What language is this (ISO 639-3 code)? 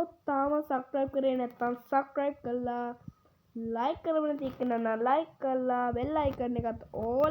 sin